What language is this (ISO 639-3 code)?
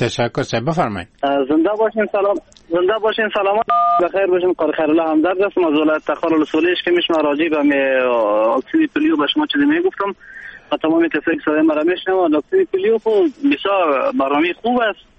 fas